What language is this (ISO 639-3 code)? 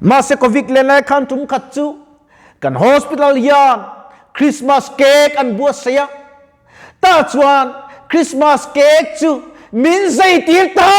lus